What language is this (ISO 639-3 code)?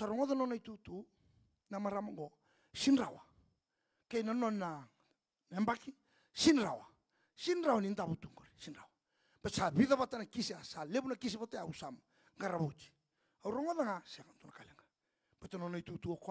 fij